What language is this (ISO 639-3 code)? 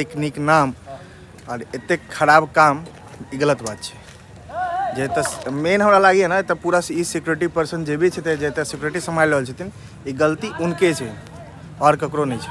mai